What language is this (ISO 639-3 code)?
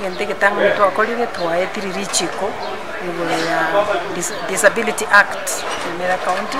guz